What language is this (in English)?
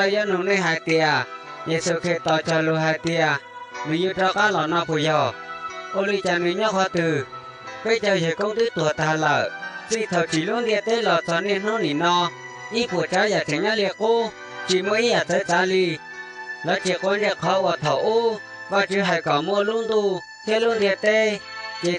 Hmong